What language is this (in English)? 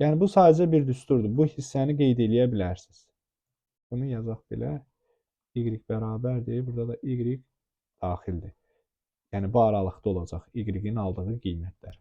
Azerbaijani